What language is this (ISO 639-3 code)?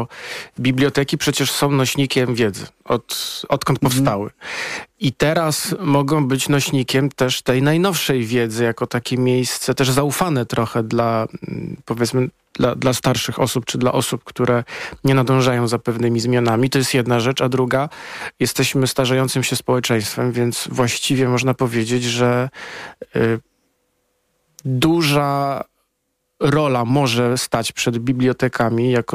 pol